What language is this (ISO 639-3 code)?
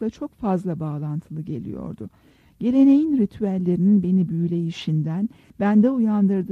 tur